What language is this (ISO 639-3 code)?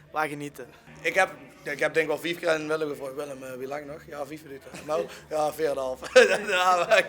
lim